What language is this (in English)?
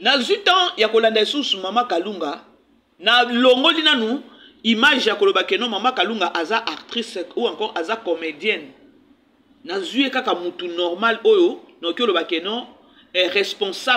Lingala